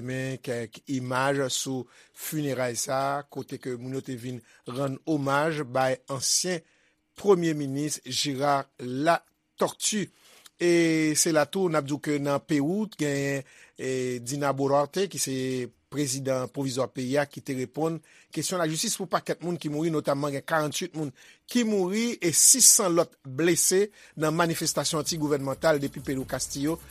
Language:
Haitian Creole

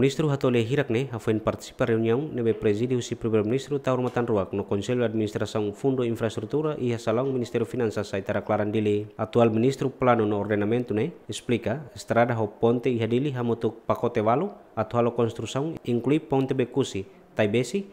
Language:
Tetum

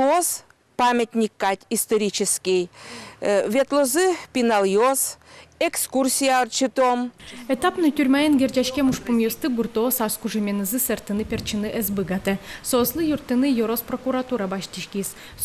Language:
Udmurt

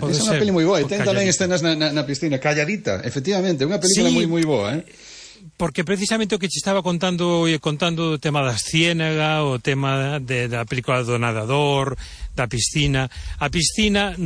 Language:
Galician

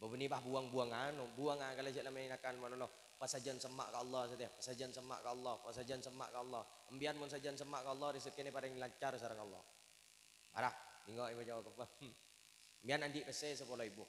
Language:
Madurese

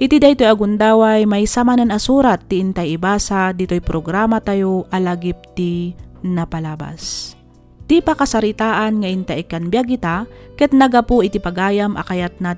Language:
Iloko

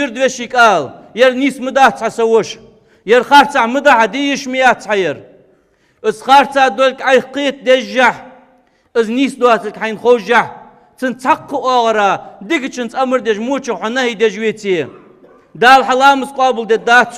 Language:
Ingush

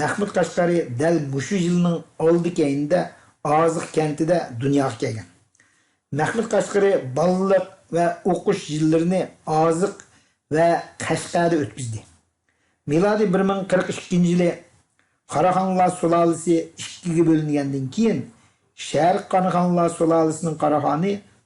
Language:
Uyghur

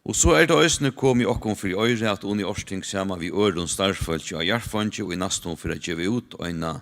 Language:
Faroese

